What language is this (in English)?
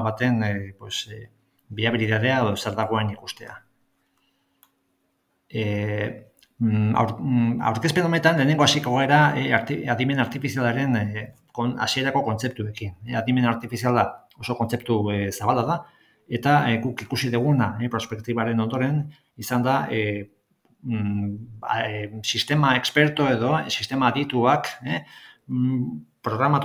Basque